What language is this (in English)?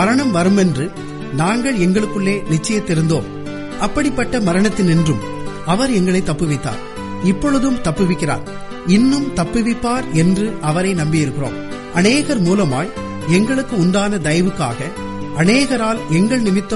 Tamil